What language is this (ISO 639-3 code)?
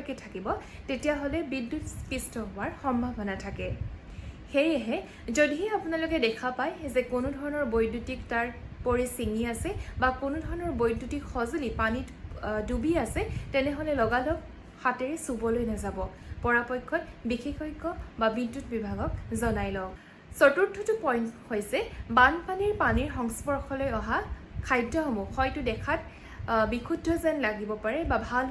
asm